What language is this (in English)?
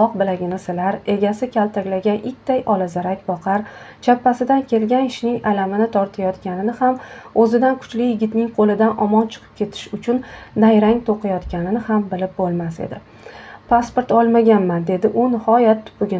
Uzbek